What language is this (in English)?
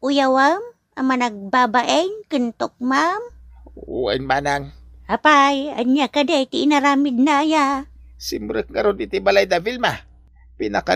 Iloko